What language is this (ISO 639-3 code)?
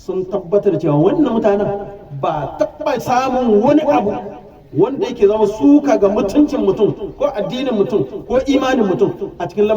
hau